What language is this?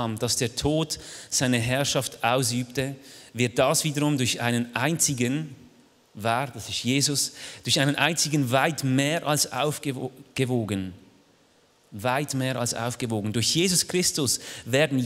Swiss German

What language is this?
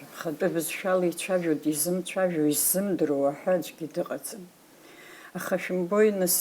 Abkhazian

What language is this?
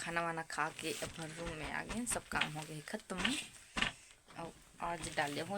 Chhattisgarhi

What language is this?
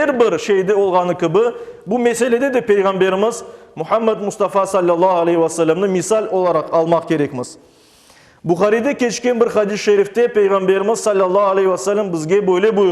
Crimean Tatar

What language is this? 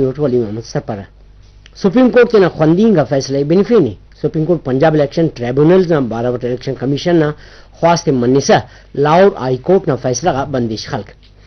Brahui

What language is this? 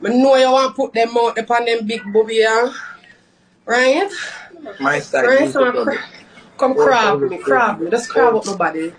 Jamaican Creole English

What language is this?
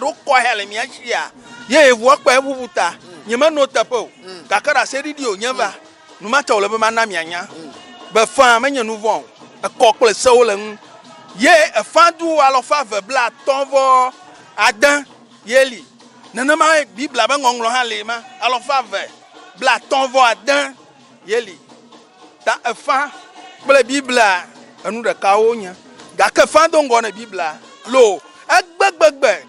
Ewe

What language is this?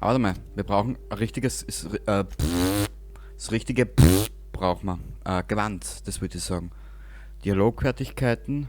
Bavarian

